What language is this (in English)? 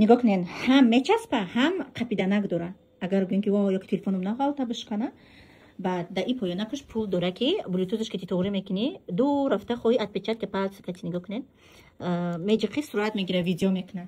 Tajik